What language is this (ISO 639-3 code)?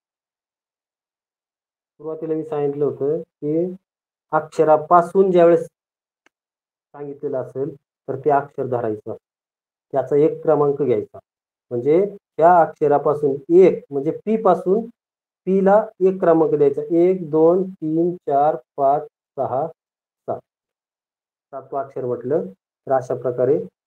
mar